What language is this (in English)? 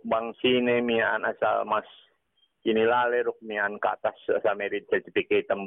Yakan